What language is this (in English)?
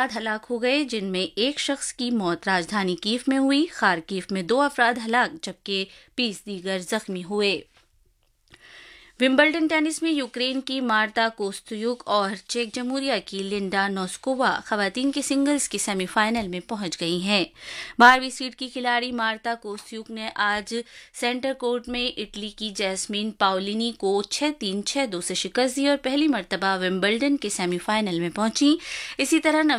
Urdu